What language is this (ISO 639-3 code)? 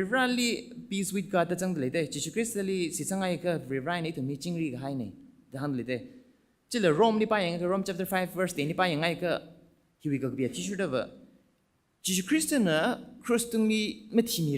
nmf